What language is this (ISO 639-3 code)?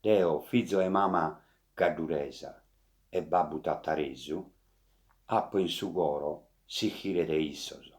srd